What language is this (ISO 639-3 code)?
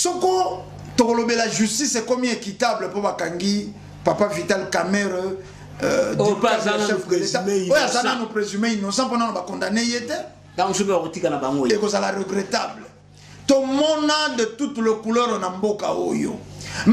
lin